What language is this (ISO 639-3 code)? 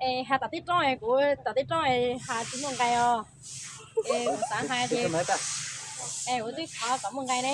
hmn